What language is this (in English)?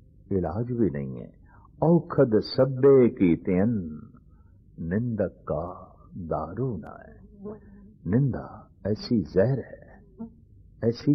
Punjabi